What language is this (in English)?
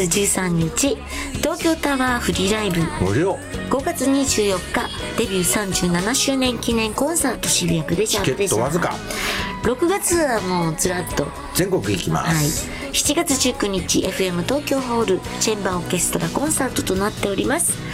Japanese